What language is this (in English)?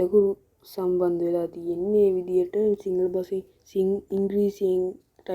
Sinhala